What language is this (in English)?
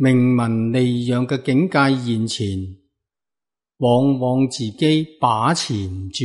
Cantonese